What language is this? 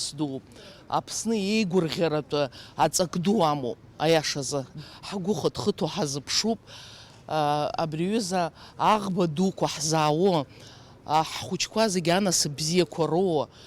Abkhazian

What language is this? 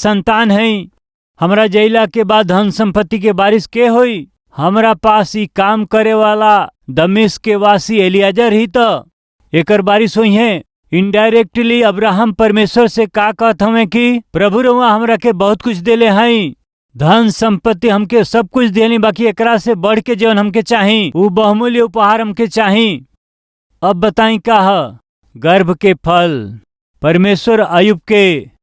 Bhojpuri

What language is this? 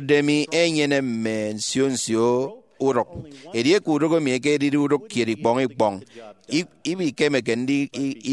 Efik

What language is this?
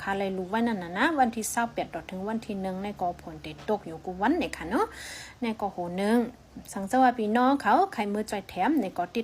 Shan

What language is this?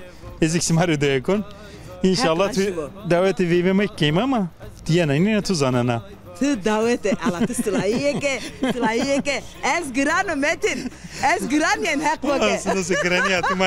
Zaza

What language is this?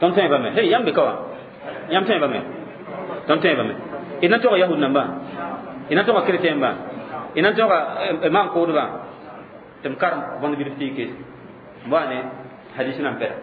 Mossi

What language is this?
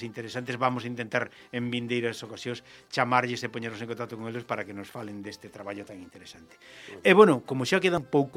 Galician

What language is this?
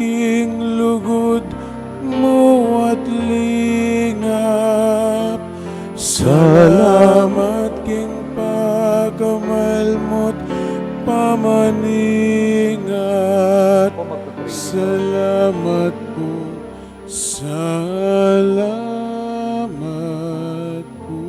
Pampanga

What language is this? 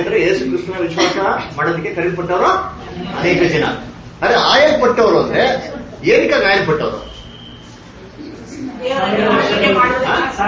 Kannada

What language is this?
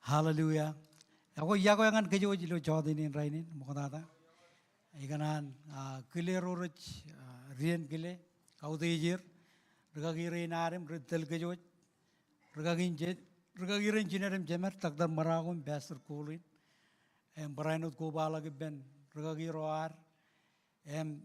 Marshallese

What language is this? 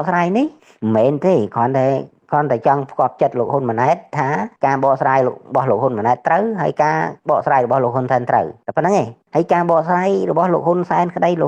Khmer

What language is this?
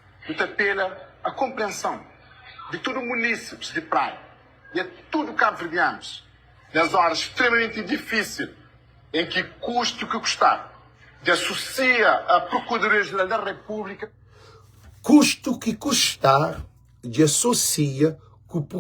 Kabuverdianu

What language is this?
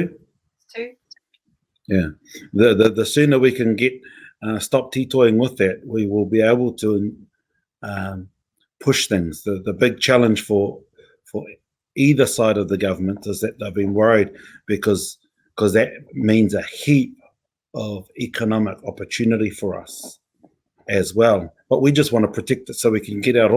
Māori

